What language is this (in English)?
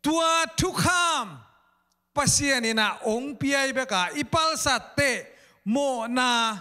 Tedim Chin